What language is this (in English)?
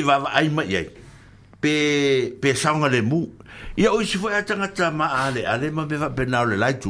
Samoan